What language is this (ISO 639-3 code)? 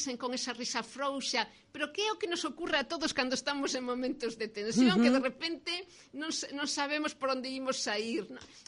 glg